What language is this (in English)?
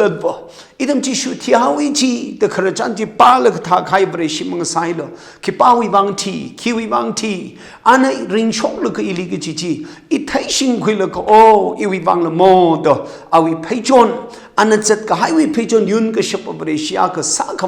Tangkhul Naga (India)